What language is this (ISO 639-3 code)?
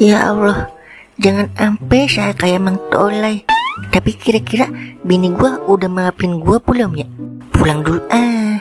bew